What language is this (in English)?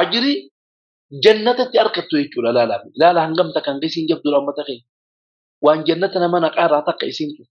Oromo